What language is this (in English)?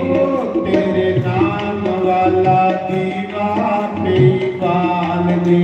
Dogri